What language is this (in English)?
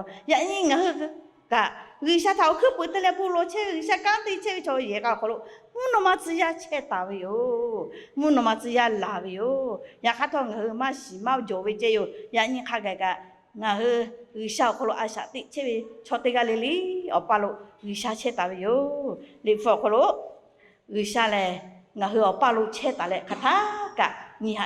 Lahu